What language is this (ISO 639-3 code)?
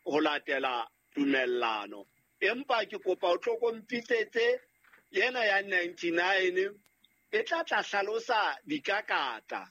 sot